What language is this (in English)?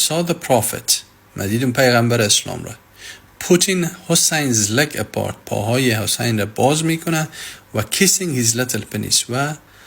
Persian